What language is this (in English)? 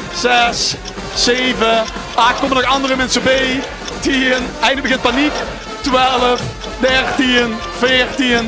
Limburgish